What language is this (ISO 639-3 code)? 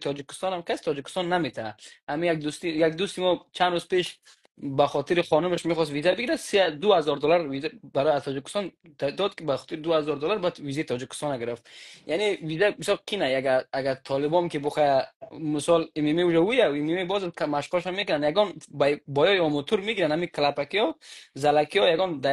fas